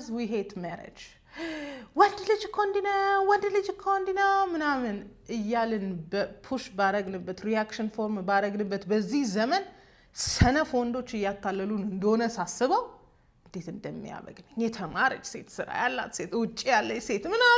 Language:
Amharic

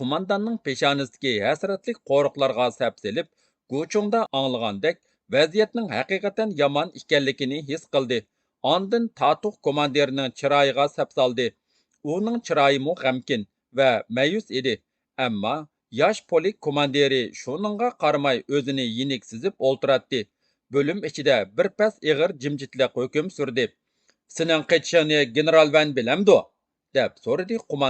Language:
Uyghur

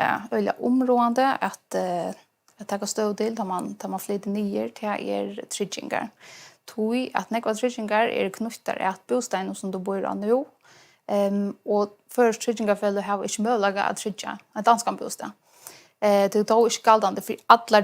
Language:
Faroese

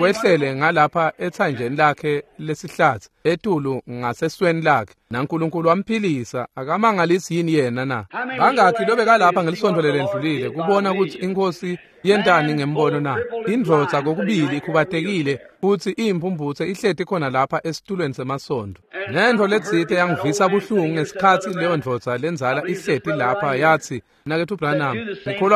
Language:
Swati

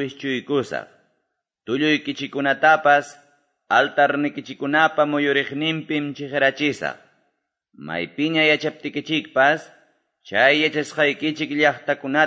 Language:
Quechua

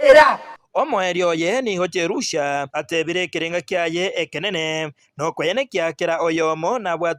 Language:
Gusii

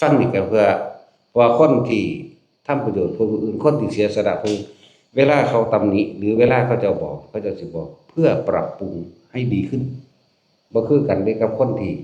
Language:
Lao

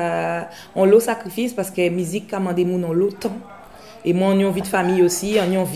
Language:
Guadeloupean Creole French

